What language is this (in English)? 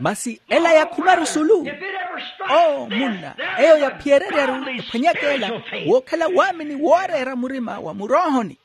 Makhuwa